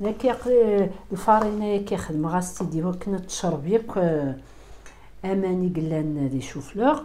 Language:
Kabyle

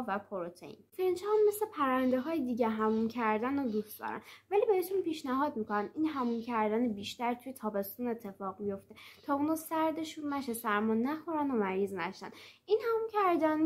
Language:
Persian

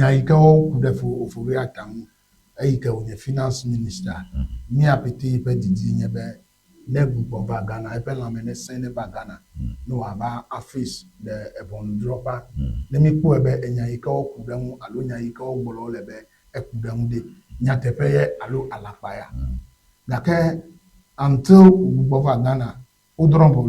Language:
Ewe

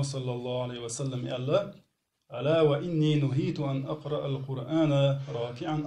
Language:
Chechen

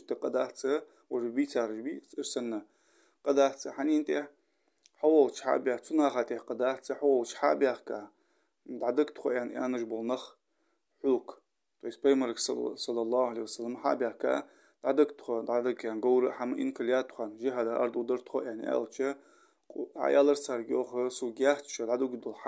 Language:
Ingush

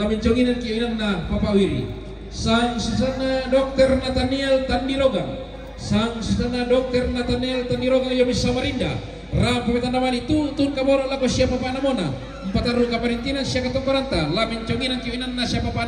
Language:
Toraja-Sa'dan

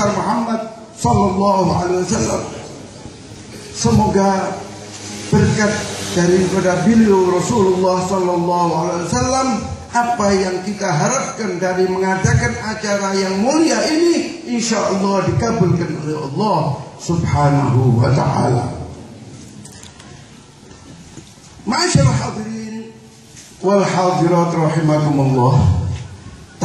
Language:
Indonesian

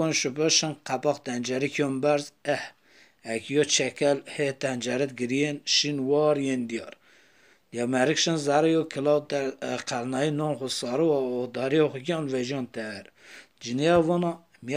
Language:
Zaza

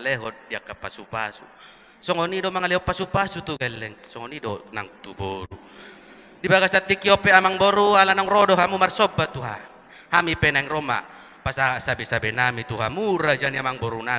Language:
Batak Toba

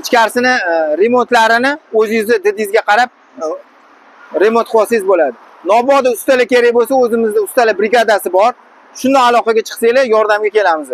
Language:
Uzbek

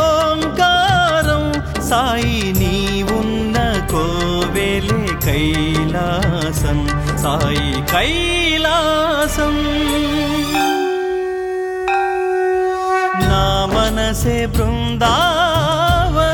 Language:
Telugu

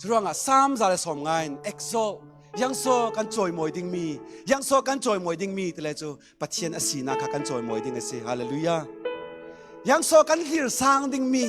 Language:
Falam Chin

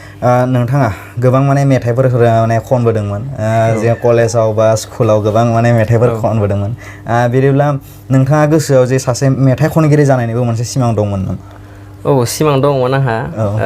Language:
Bodo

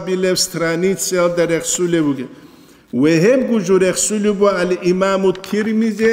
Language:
Avaric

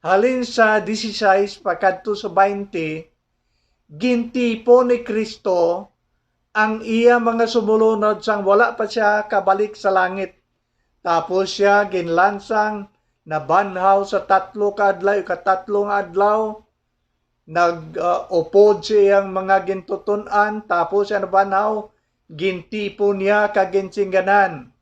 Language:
Hiligaynon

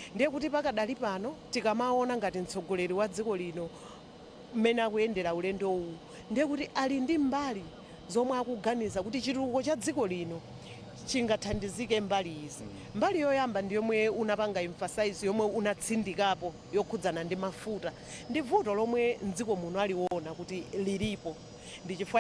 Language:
Nyanja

